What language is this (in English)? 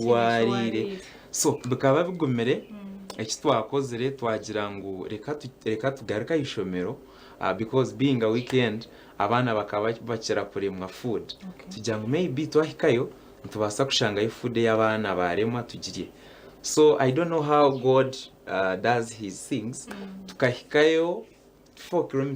Nyankole